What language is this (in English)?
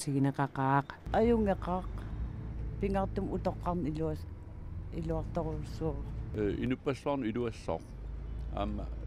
Kalaallisut